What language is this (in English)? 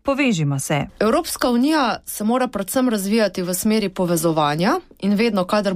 Slovenian